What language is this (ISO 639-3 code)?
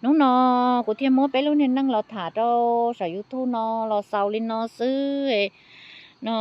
hmn